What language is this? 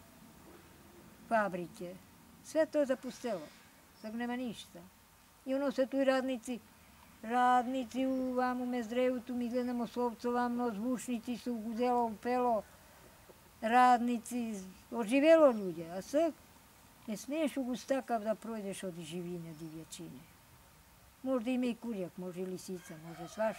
Serbian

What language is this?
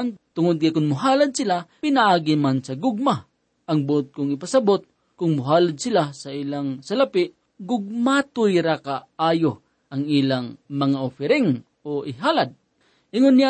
Cebuano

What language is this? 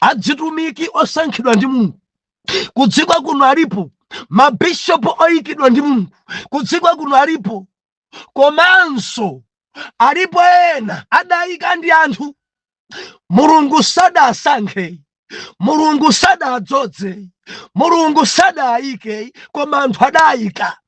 Nyanja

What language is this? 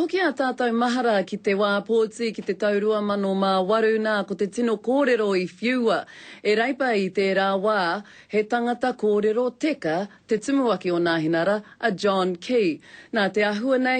Māori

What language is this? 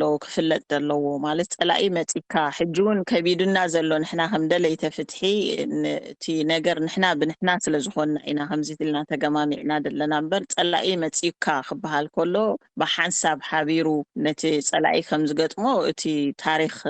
Tigrinya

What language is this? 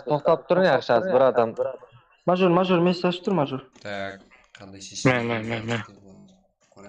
Kara-Kalpak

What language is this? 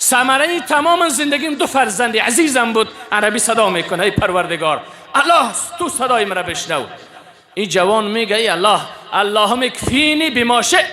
Persian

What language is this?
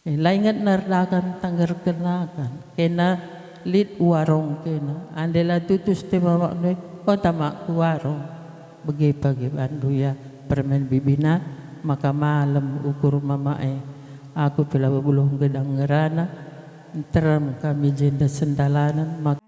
Batak Karo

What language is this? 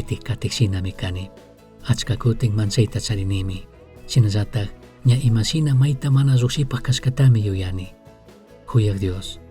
Chimborazo Highland Quichua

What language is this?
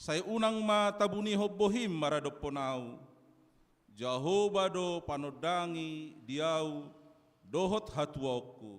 Batak Toba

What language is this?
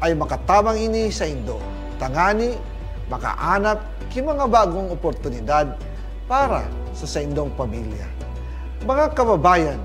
Bikol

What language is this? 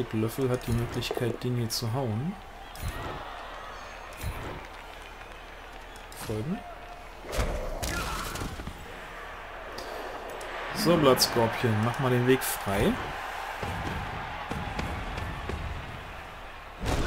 German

